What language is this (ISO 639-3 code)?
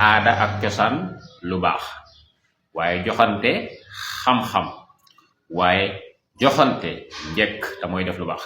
wol